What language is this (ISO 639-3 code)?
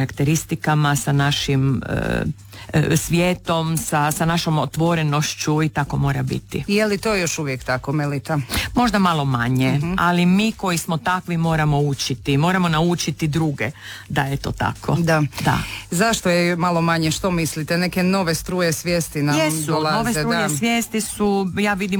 hrv